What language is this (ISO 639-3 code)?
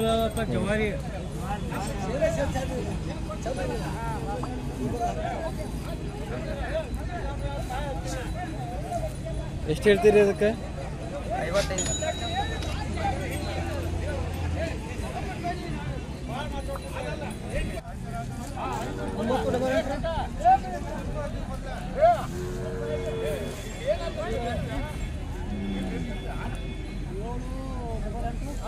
kan